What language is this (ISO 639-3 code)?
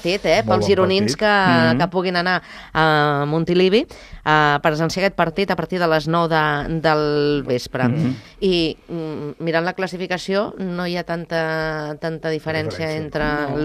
cat